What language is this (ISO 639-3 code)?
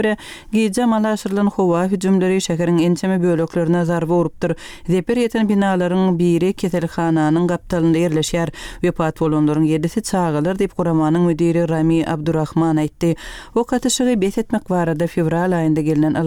tuk